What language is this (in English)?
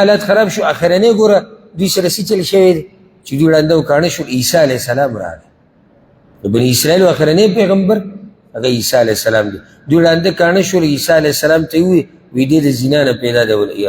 Pashto